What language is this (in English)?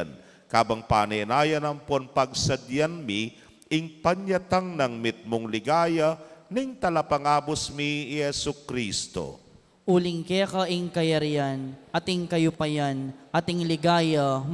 Pampanga